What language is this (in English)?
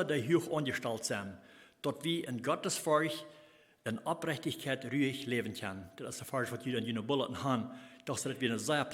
Plautdietsch